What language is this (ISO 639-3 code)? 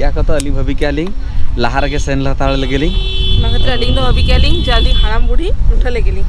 sat